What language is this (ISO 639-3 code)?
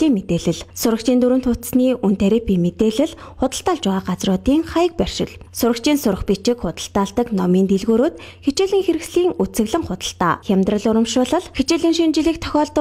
mon